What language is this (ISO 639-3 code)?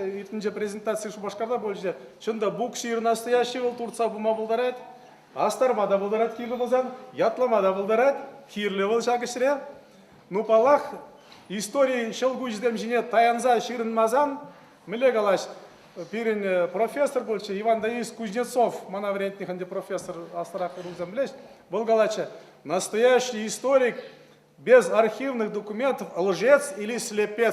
chv